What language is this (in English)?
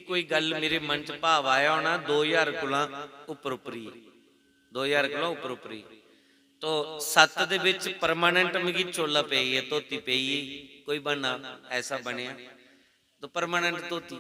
Dogri